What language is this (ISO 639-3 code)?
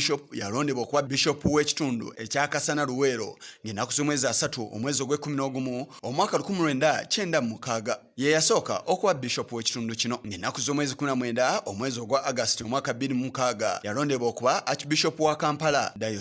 lug